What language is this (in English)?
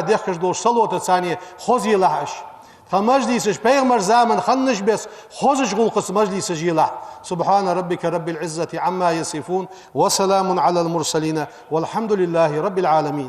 Ingush